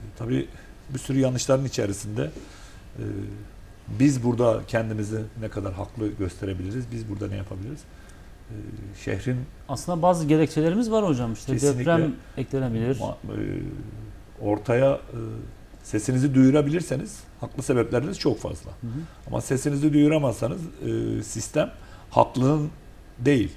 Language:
Turkish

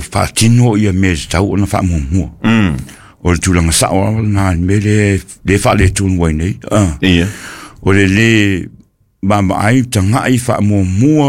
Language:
Samoan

